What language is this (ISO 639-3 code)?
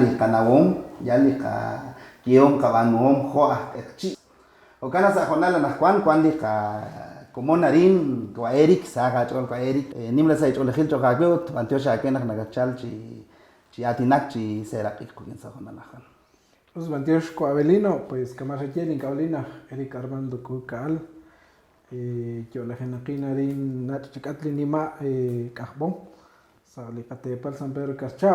kek